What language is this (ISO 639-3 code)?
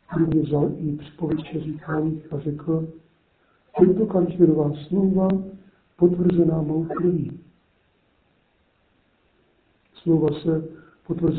ces